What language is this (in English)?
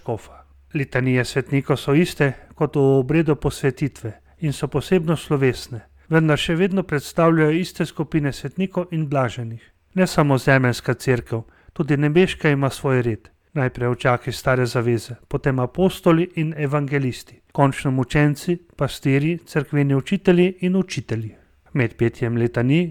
Slovenian